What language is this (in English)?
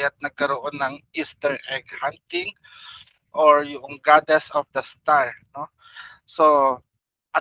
Filipino